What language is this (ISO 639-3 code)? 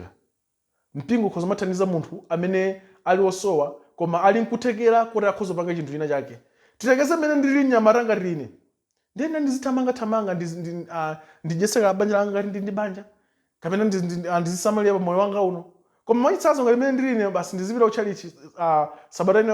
nya